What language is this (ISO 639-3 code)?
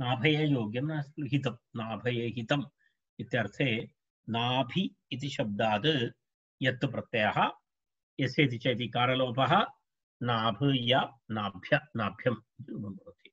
san